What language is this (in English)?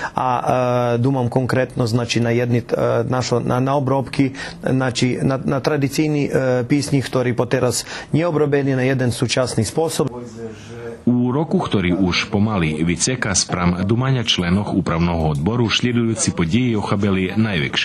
Rusyn